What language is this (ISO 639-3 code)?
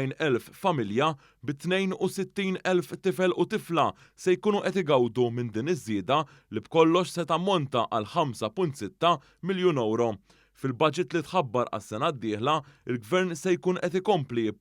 mlt